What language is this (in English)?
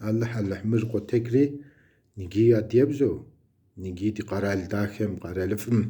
Kabardian